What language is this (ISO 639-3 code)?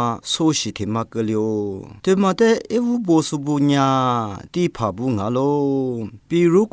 lis